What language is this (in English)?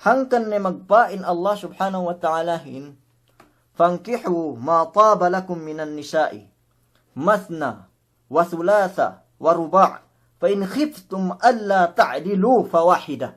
Yakan